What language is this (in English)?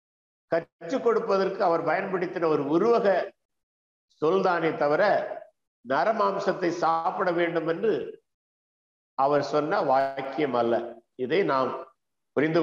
Tamil